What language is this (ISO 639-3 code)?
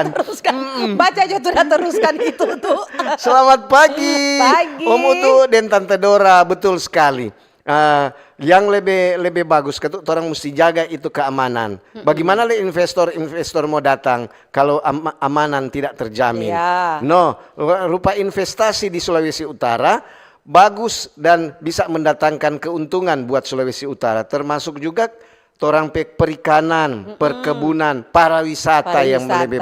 xmm